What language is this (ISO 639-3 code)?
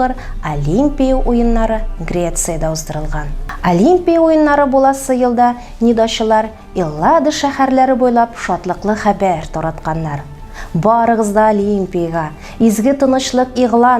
tat